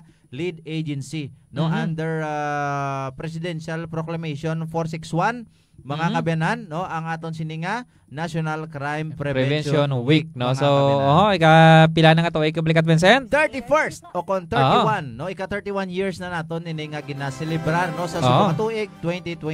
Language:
Hiligaynon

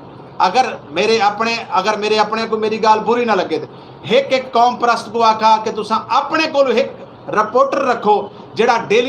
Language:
Saraiki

